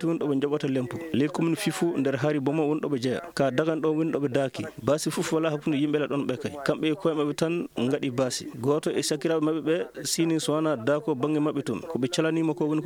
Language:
Maasina Fulfulde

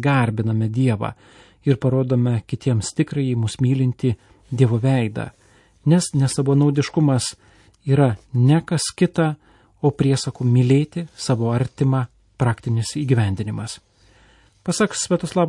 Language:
Lithuanian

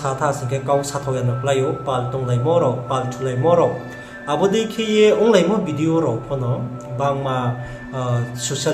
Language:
Riang (India)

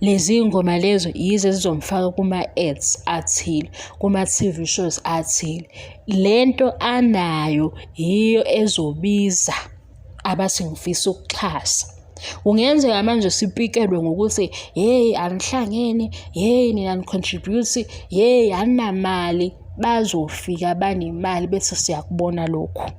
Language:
Zulu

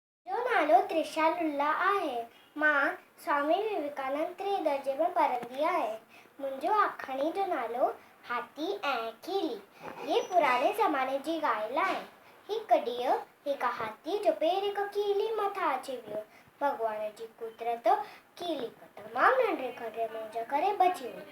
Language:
Sindhi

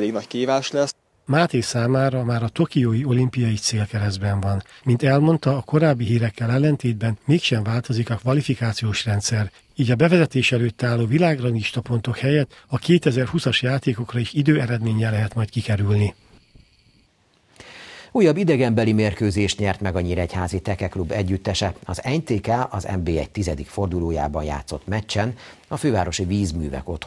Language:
Hungarian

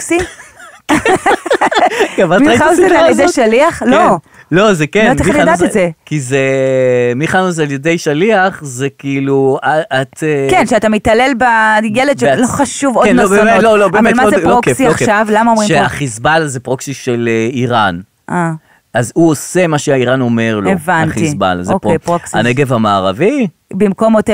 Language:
Hebrew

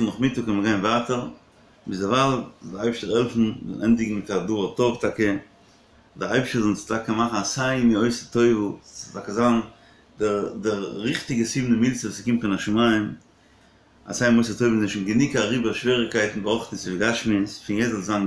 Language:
Yiddish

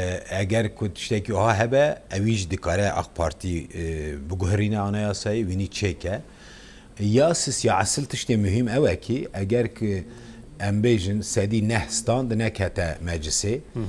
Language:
Kurdish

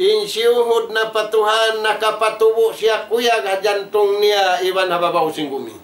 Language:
Tausug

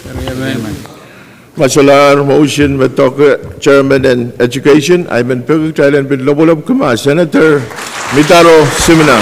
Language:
Pohnpeian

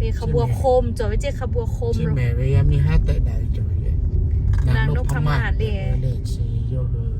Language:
Lahu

